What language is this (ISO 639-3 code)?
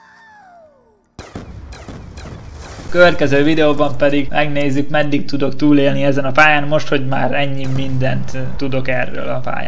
hun